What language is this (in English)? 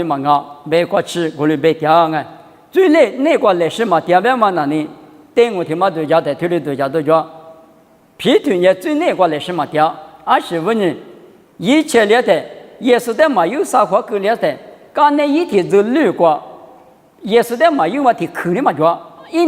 Lisu